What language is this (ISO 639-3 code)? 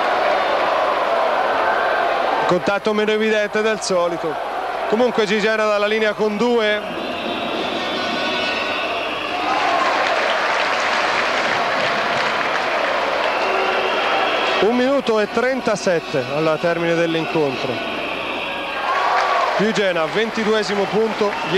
ita